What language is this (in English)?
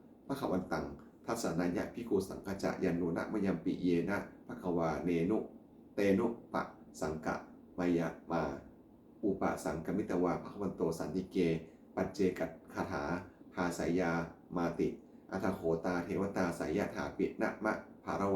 Pali